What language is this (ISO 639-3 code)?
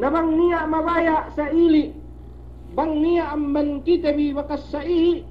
yka